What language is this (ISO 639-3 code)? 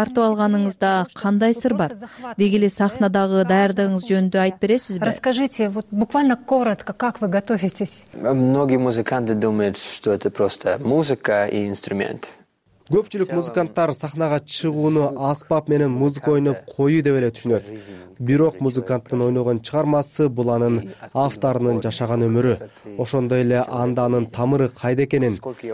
kir